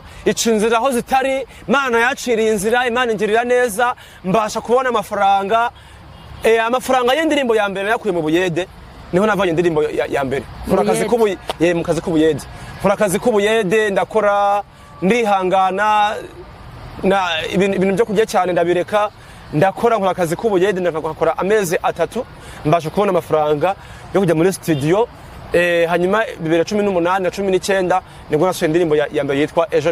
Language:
Kinyarwanda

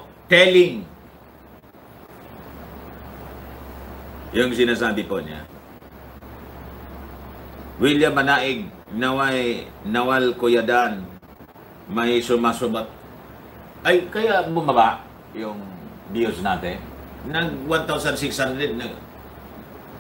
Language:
Filipino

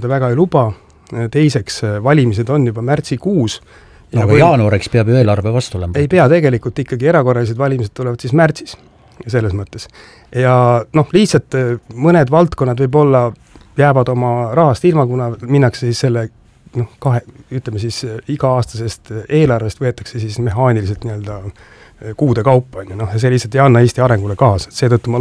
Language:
Estonian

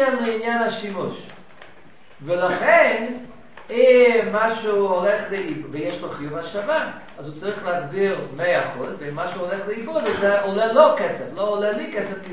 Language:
Hebrew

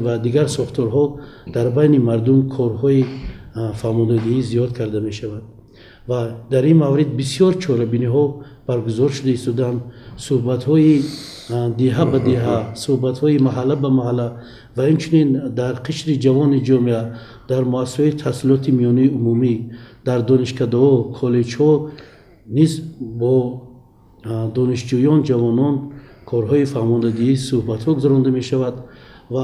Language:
Tajik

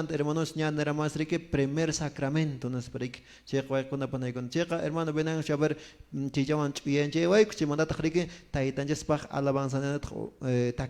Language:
Quechua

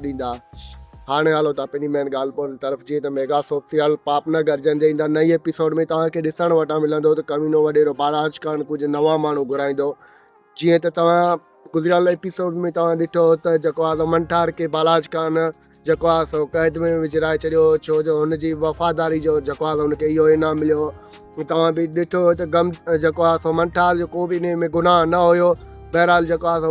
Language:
Sindhi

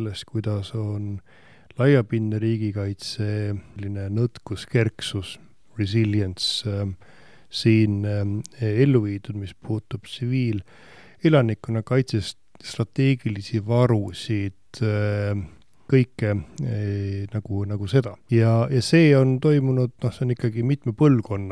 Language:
Estonian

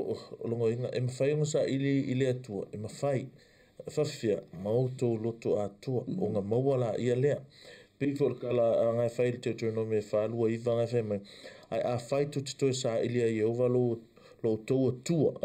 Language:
Samoan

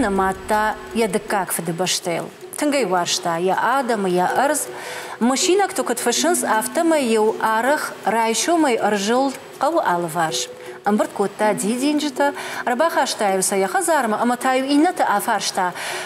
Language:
Ossetic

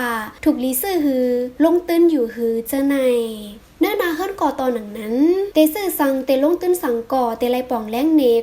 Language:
Shan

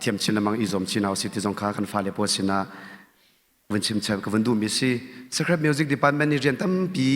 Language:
Hakha Chin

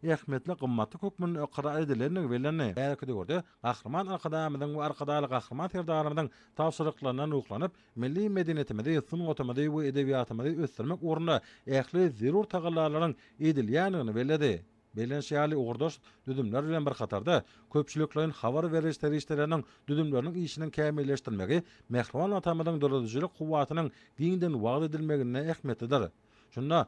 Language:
Turkmen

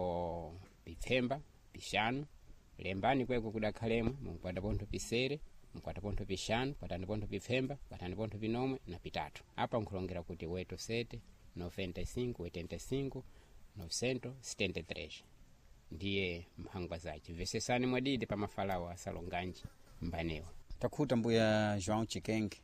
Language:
Sena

